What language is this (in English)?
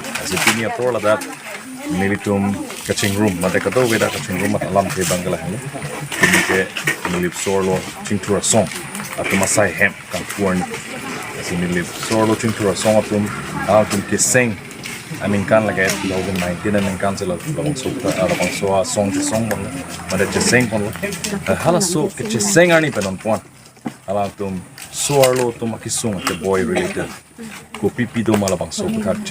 Karbi